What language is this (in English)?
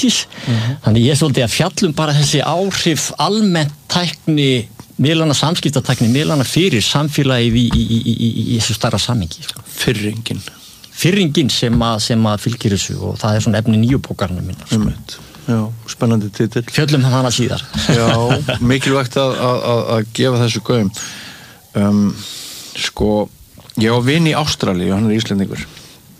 Icelandic